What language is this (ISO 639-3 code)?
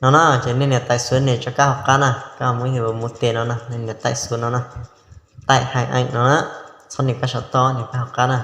hmn